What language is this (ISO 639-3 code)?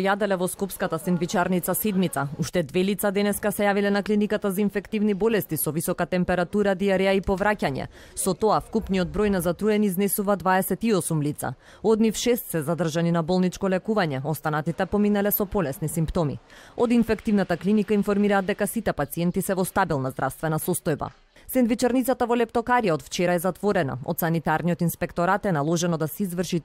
mkd